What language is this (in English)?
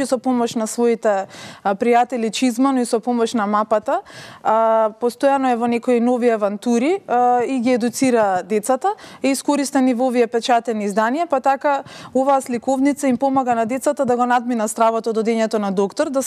Macedonian